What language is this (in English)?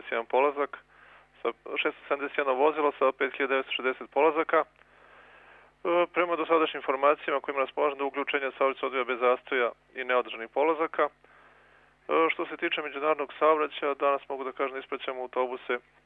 Serbian